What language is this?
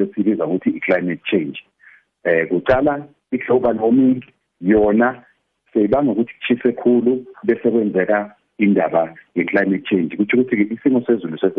South Ndebele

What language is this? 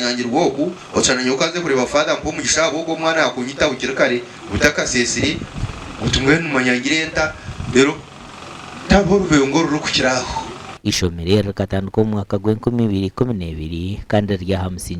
Nyankole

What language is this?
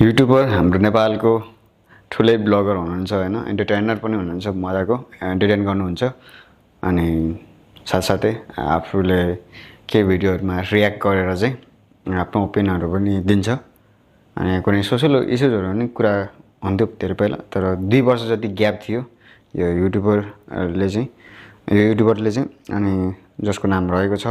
Nepali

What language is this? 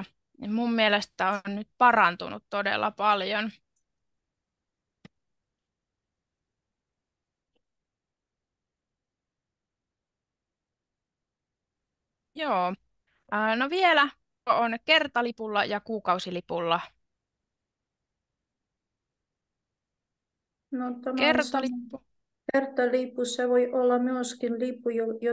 Finnish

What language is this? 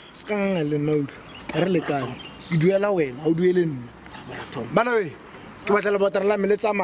Tswana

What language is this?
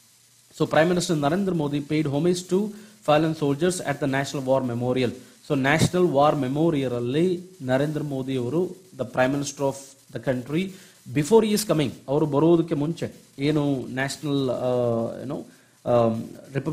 Kannada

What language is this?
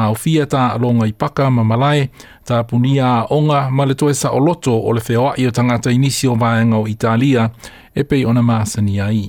Samoan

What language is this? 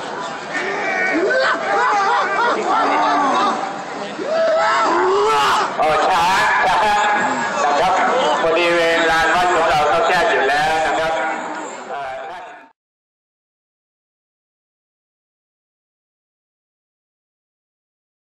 Thai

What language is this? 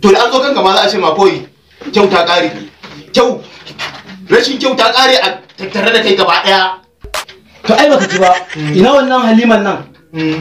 Hausa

